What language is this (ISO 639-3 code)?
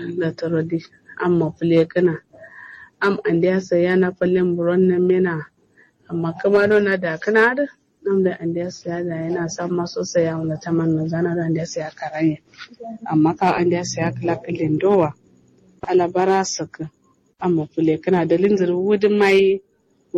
kau